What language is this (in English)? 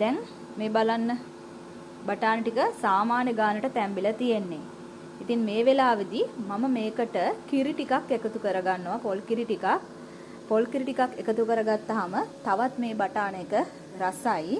Sinhala